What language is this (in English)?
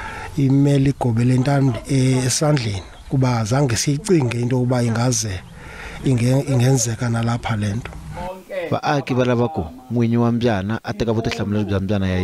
Tsonga